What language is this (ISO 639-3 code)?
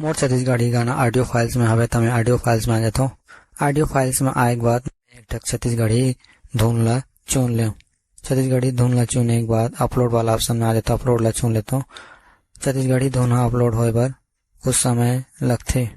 hne